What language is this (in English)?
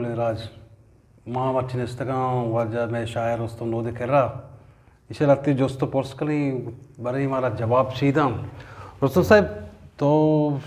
Eastern Balochi